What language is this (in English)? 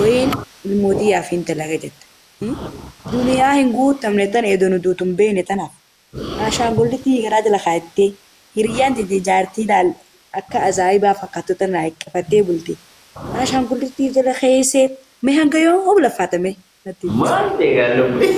Oromo